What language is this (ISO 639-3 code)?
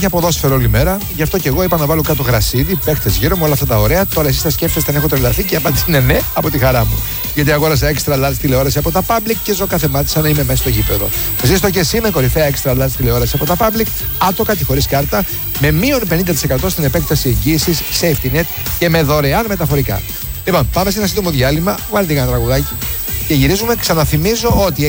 ell